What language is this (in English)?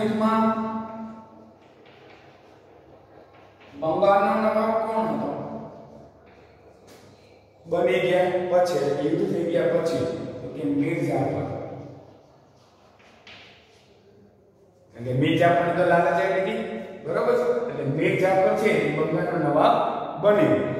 Gujarati